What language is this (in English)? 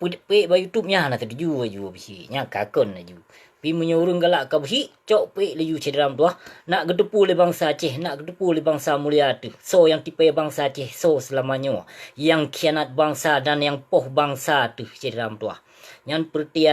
Achinese